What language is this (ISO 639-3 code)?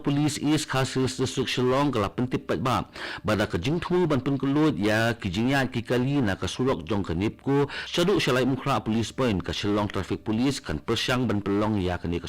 kha